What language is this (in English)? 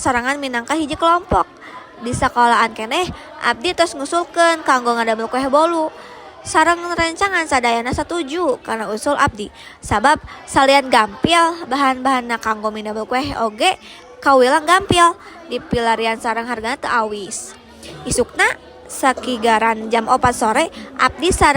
Sundanese